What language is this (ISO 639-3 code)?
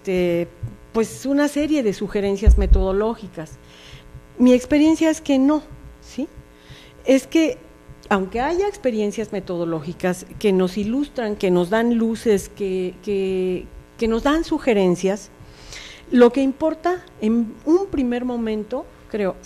spa